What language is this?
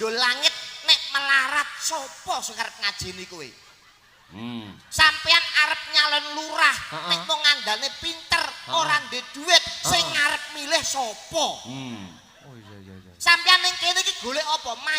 Javanese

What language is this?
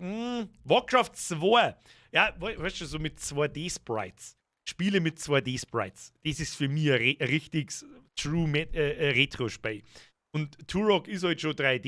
Bavarian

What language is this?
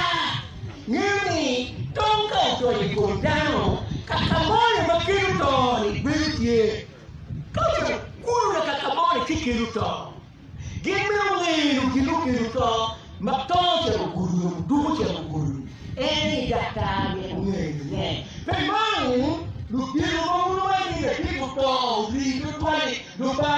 Acoli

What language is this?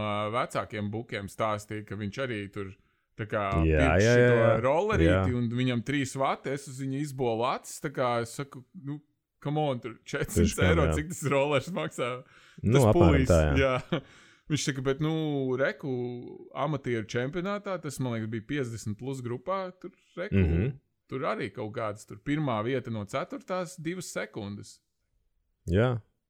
Latvian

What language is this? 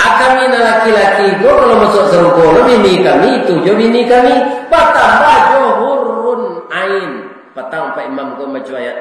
Minangkabau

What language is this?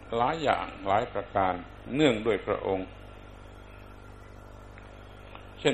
Thai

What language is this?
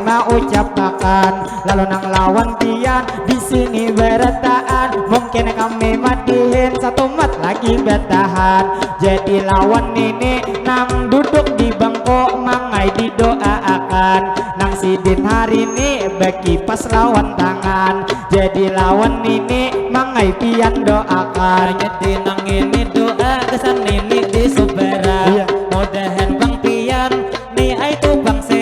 Banjar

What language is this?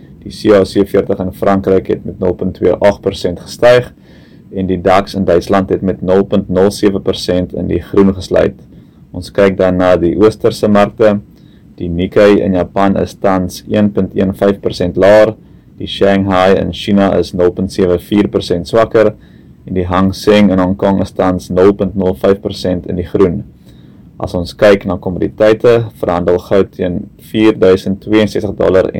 Afrikaans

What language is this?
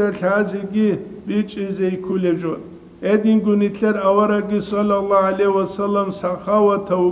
Avaric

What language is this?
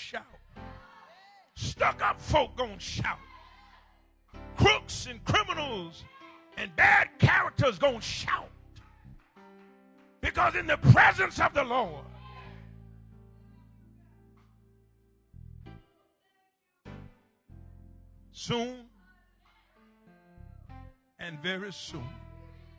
English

